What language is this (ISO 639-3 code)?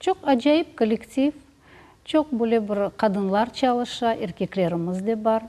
crh